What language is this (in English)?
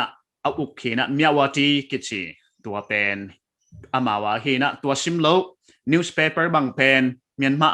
Paite Chin